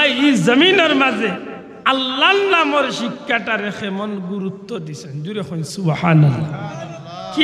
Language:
Sylheti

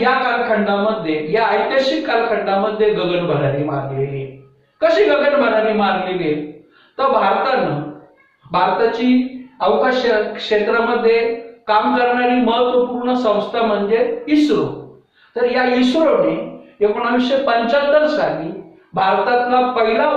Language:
Marathi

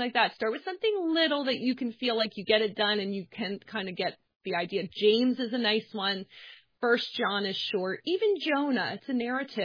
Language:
English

